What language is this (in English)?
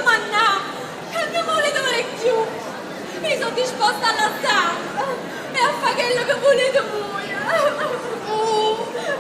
Neapolitan